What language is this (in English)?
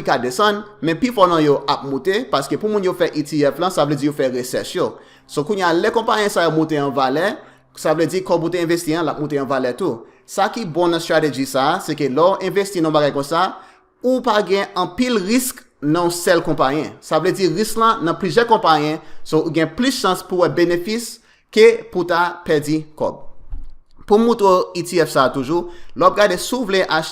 Haitian Creole